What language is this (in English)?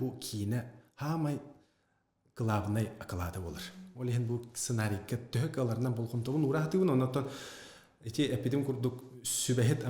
Yakut